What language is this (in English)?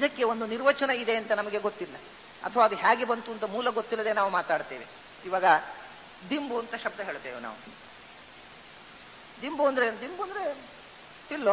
Kannada